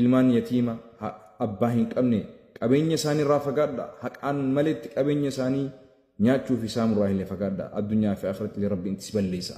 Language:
Oromo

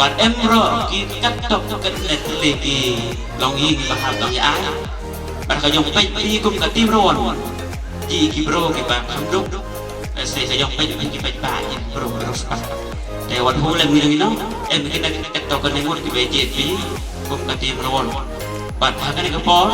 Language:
Khasi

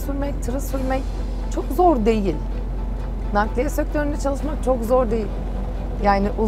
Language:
Turkish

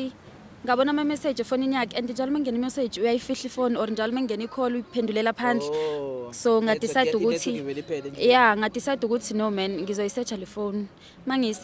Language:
Zulu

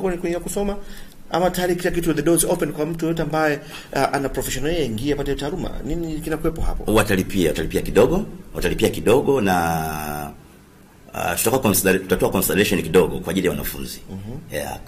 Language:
Swahili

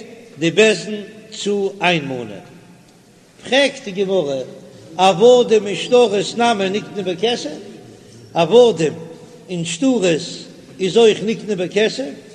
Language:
Yiddish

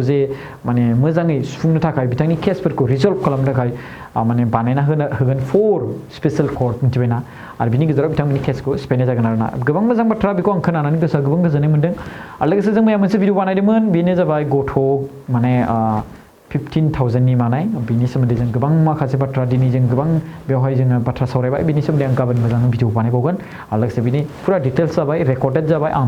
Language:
Bodo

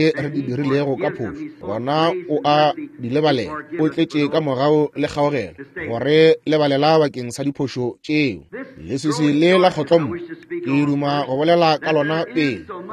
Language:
Northern Sotho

